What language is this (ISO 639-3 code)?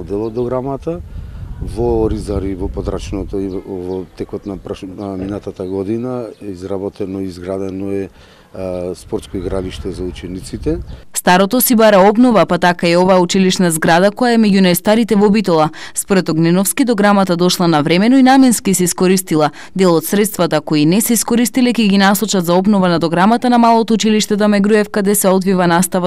mkd